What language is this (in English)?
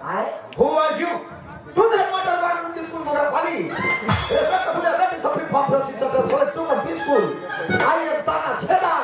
Chhattisgarhi